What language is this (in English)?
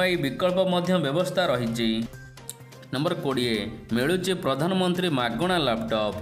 Odia